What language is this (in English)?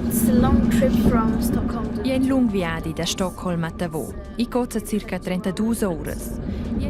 Romansh